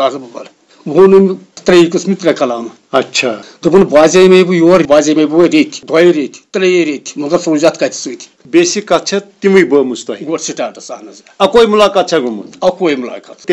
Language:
Kashmiri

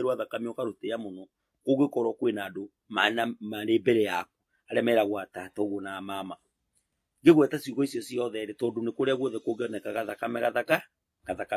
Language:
Kikuyu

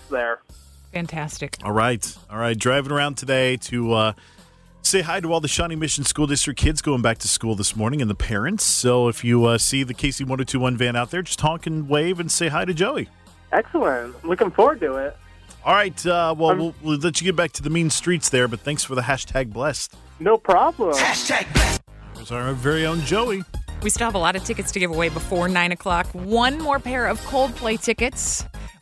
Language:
English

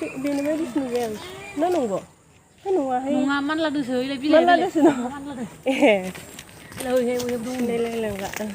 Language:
Bodo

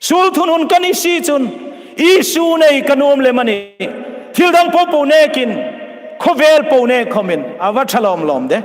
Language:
Hmar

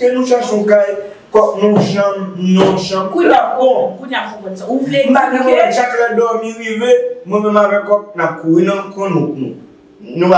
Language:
Haitian Creole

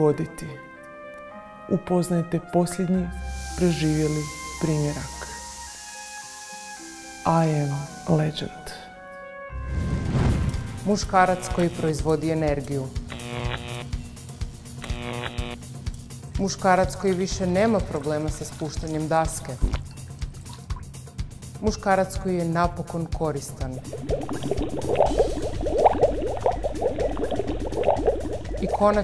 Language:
Croatian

